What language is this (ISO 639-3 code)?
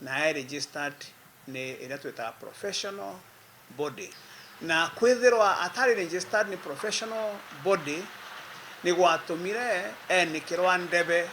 mer